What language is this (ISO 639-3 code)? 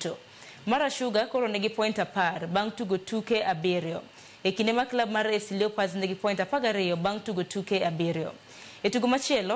luo